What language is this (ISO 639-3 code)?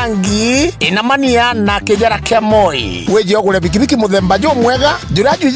mer